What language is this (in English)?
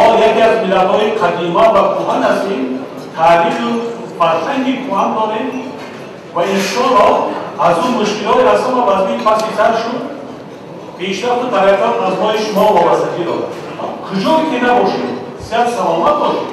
Tajik